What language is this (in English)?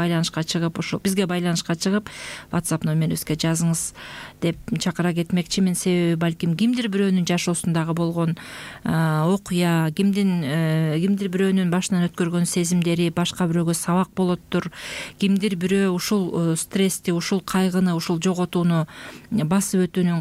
Kyrgyz